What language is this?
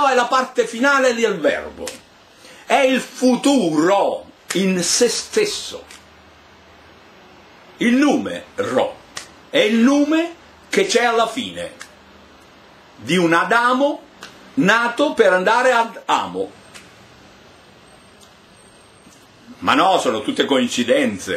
Italian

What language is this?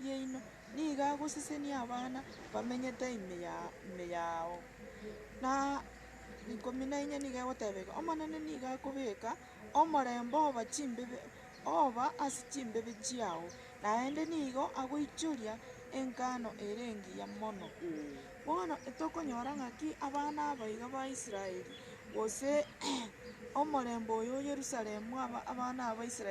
Gusii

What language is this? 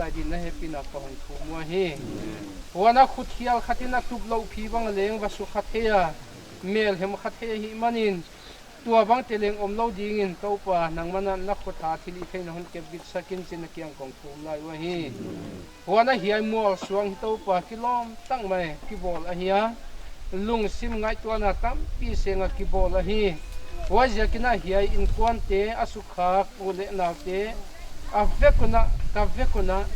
Paite Chin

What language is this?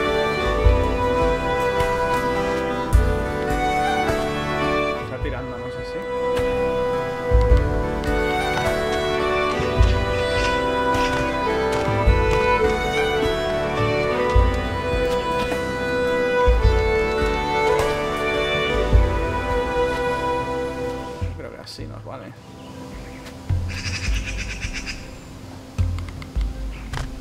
Spanish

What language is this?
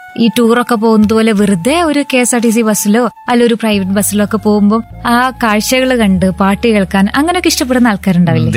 Malayalam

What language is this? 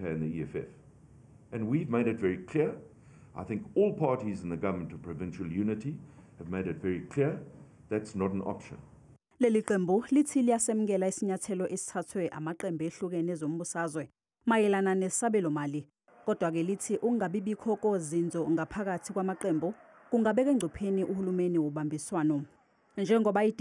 Zulu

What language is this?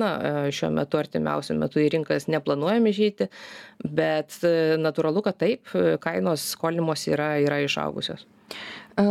Lithuanian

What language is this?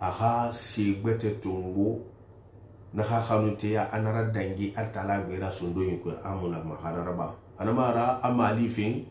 Susu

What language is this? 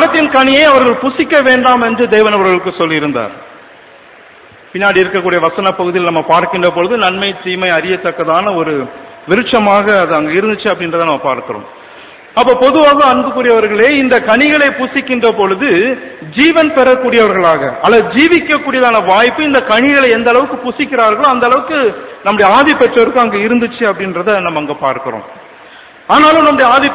Tamil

